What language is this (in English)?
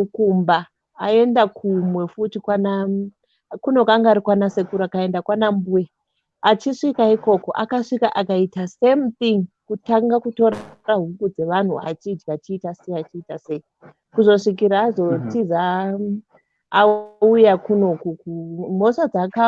Shona